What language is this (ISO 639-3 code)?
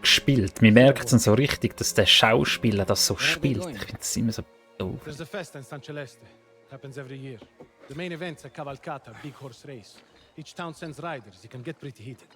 gsw